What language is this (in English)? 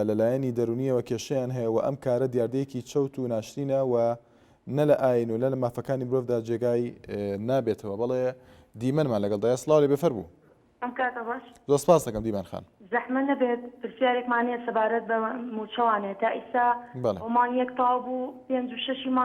Central Kurdish